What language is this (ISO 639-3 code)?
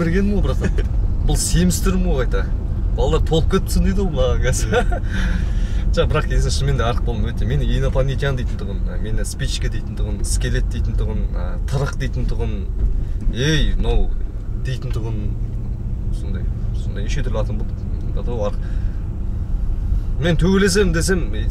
kaz